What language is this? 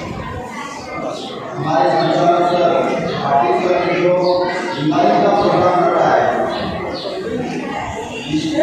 Hindi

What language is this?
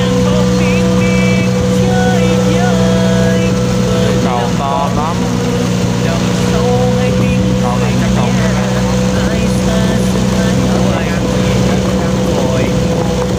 Vietnamese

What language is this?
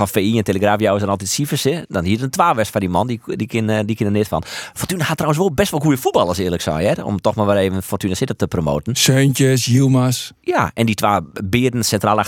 Western Frisian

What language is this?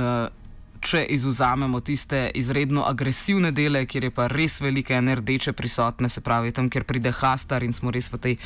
Slovenian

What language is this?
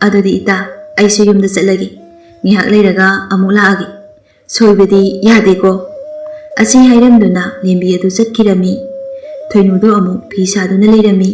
Manipuri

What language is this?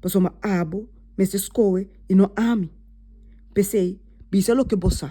Papiamento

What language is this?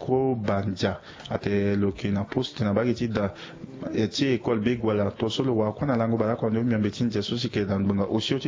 Sango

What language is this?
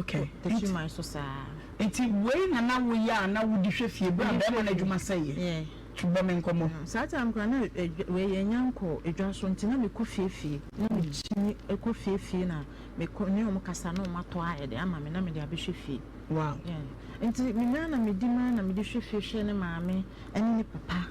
Akan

